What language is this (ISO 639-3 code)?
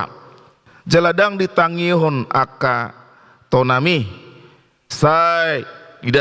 bbc